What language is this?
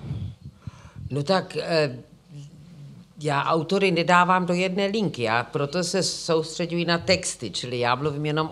Czech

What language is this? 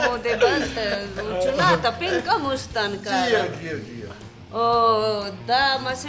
Brahui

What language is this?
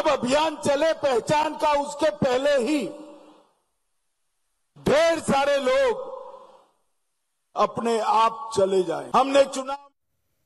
Hindi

